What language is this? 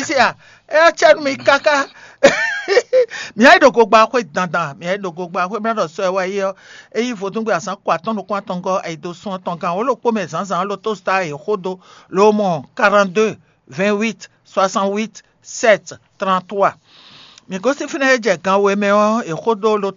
Fon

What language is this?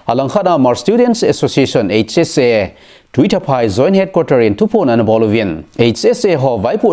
Thado Chin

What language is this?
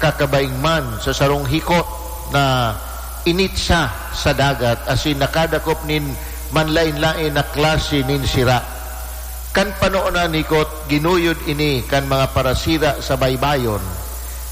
Bikol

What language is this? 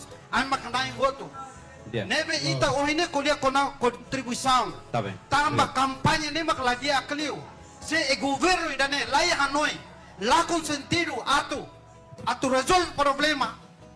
Tetum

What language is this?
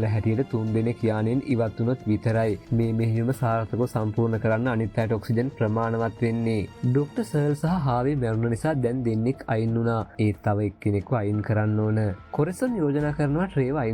Sinhala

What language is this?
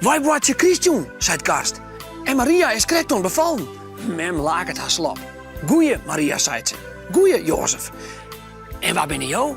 Western Frisian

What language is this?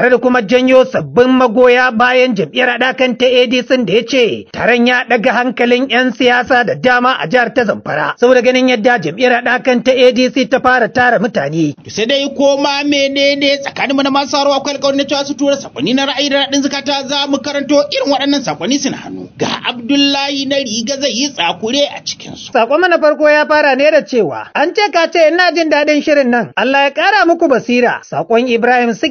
Hausa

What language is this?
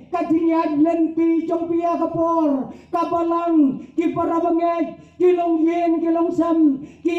Khasi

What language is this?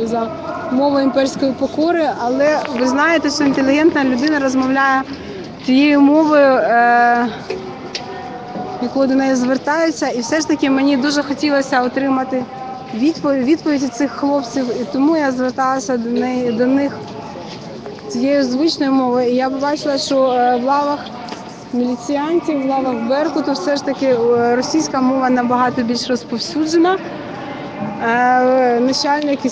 Ukrainian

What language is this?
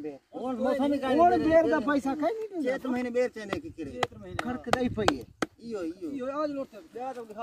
Saraiki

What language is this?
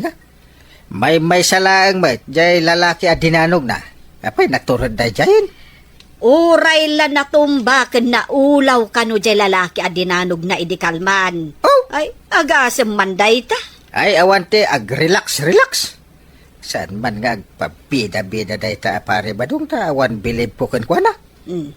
Iloko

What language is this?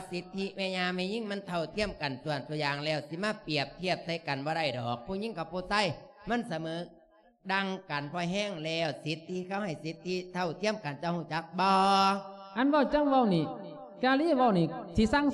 Lao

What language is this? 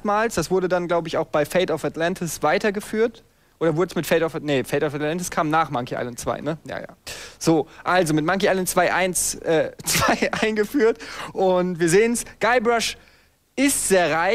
German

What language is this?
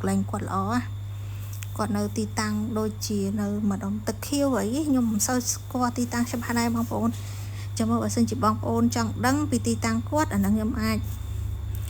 Khmer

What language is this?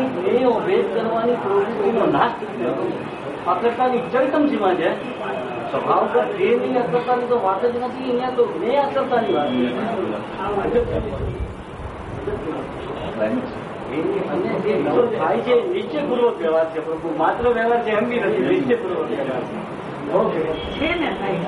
Gujarati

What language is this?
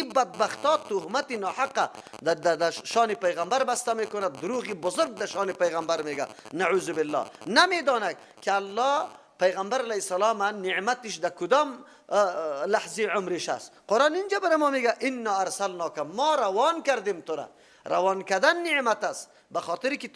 Persian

